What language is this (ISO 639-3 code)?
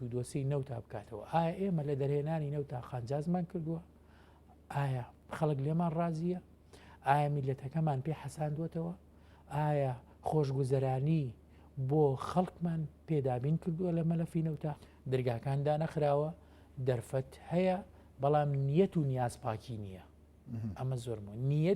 ckb